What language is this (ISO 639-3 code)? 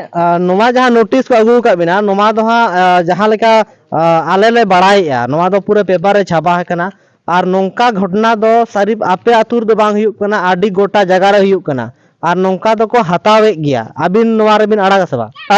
sat